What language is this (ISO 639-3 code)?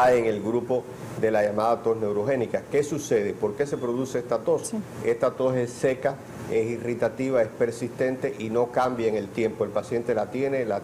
spa